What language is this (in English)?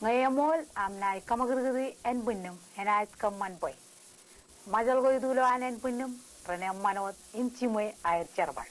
Marshallese